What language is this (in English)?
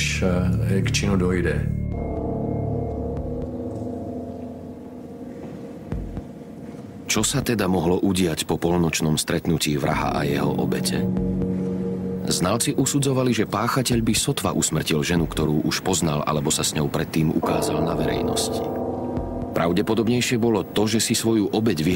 Slovak